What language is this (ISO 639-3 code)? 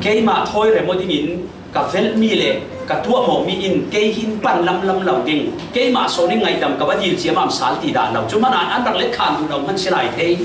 cfm